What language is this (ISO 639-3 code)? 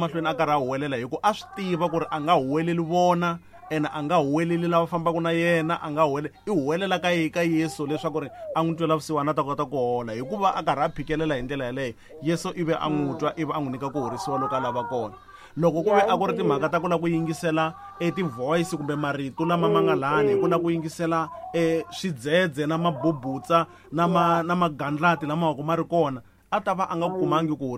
tso